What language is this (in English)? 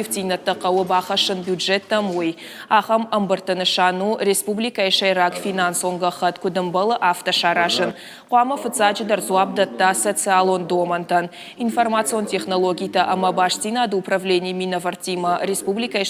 Ossetic